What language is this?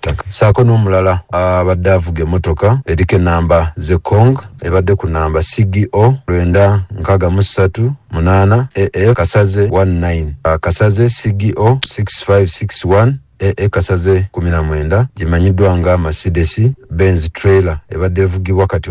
Ganda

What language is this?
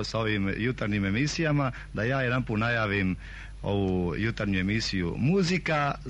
Serbian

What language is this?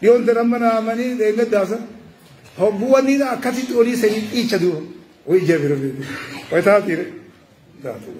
Oromo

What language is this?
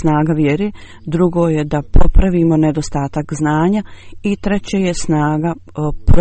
Bosnian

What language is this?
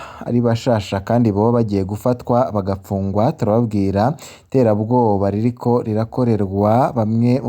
Rundi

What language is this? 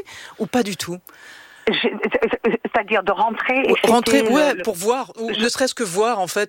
French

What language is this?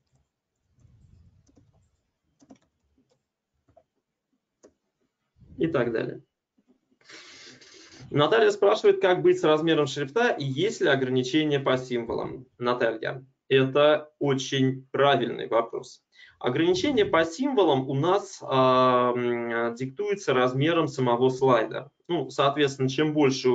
Russian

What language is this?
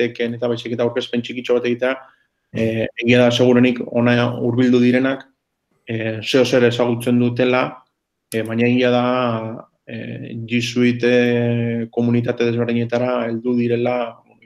Basque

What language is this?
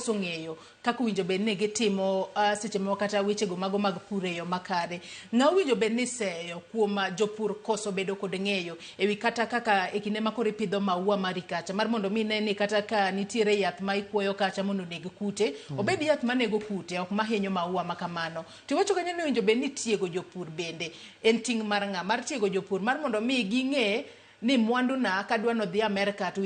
Luo (Kenya and Tanzania)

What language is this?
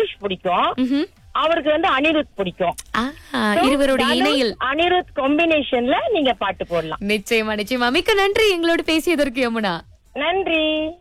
Tamil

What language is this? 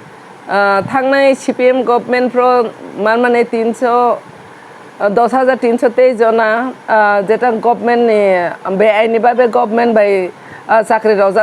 Kok Borok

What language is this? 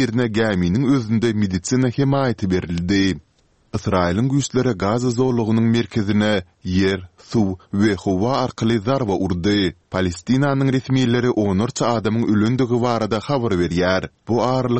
Kyrgyz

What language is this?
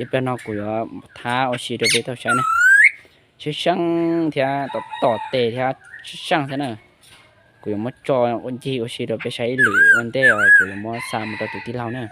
Hmong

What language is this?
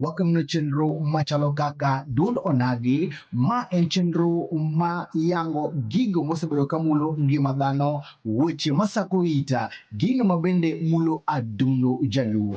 Luo (Kenya and Tanzania)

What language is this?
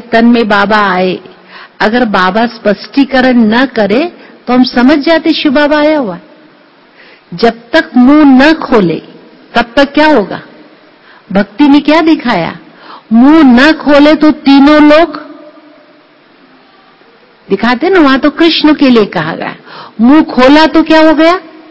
Hindi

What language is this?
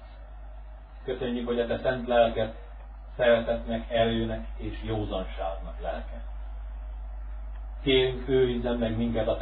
Hungarian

